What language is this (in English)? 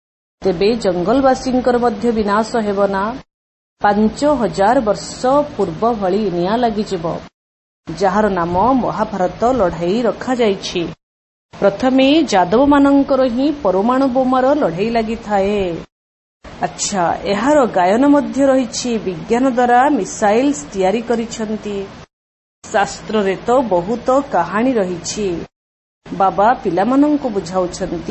Odia